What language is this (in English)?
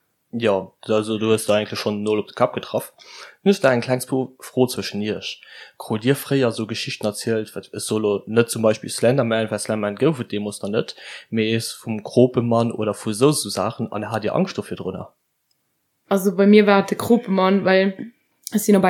Luxembourgish